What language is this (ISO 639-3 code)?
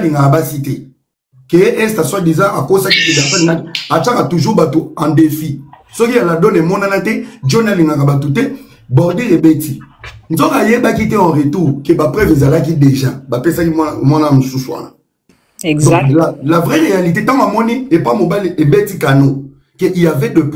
lin